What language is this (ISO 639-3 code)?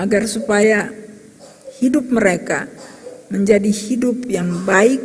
abs